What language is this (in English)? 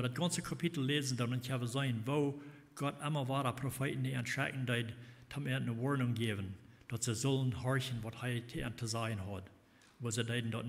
Plautdietsch